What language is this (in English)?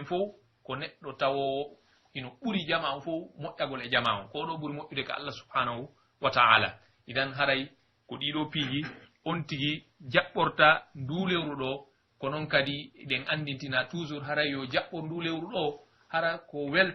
Pular